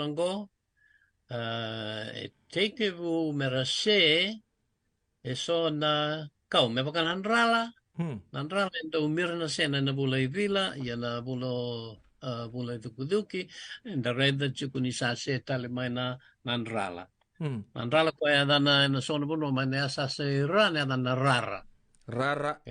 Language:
Fijian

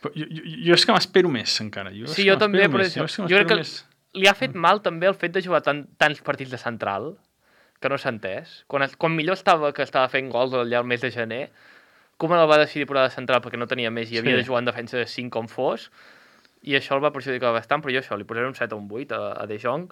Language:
Catalan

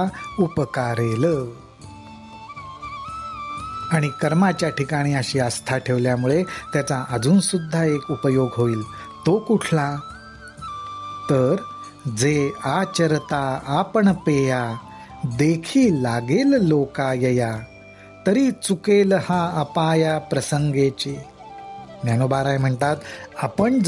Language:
Marathi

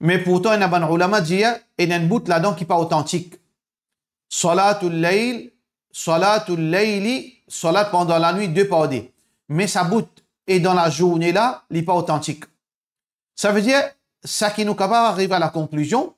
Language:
Morisyen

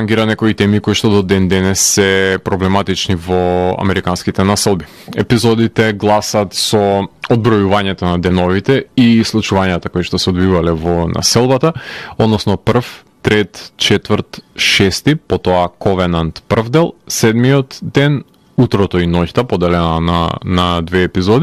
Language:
Macedonian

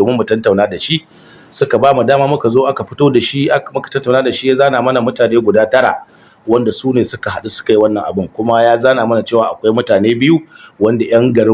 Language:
Hausa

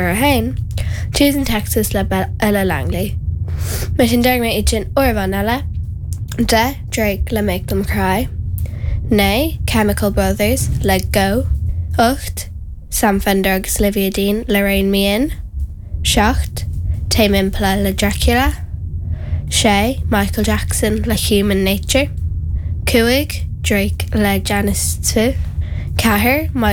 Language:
Irish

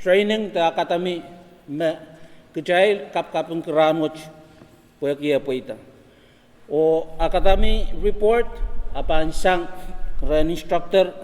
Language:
Pohnpeian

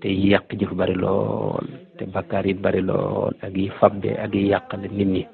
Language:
Wolof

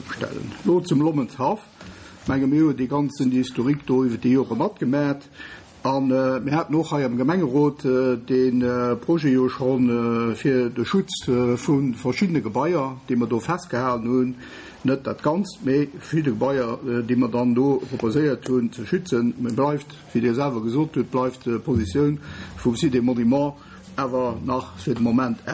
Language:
Luxembourgish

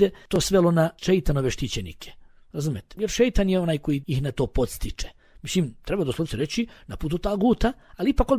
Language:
Bosnian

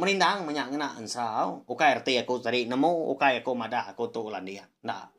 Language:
Iban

